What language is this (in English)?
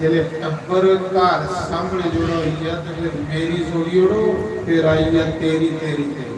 Dogri